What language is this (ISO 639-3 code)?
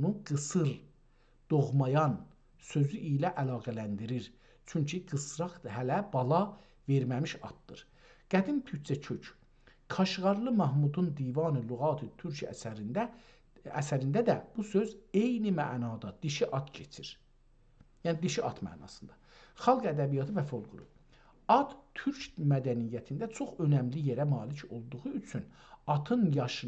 azb